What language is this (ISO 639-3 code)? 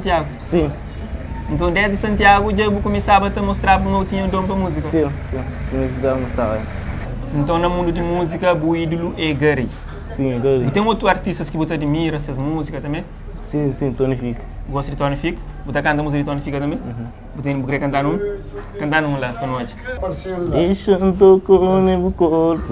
kea